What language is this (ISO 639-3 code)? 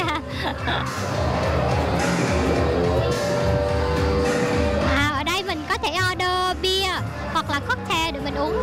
vie